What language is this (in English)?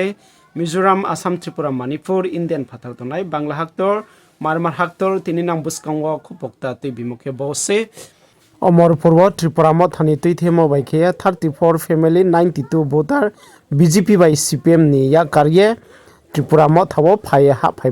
Riang (India)